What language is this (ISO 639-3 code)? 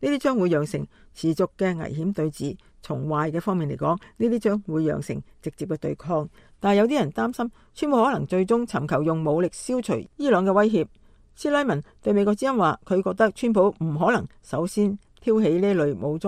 yue